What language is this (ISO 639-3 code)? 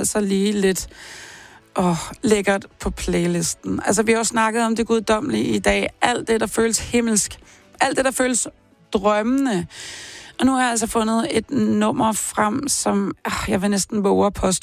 dan